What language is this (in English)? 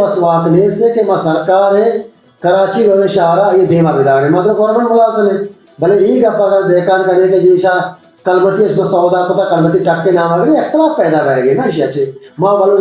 Baluchi